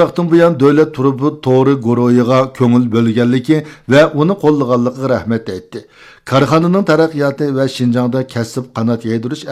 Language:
Uyghur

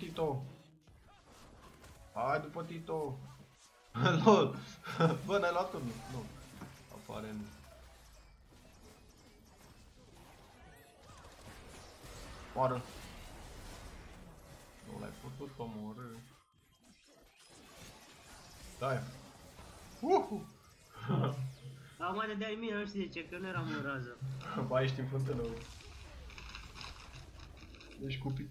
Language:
Romanian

